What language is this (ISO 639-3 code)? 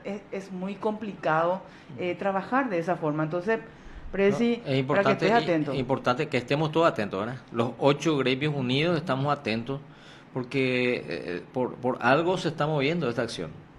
spa